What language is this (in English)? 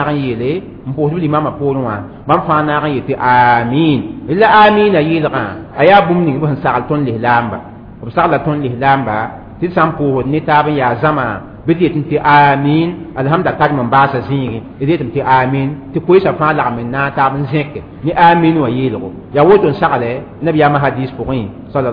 Mossi